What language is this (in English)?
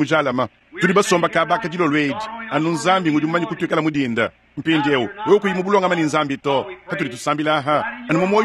Luba-Lulua